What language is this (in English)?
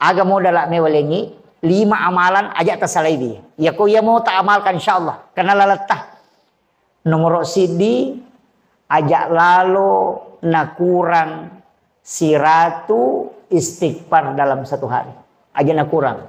Buginese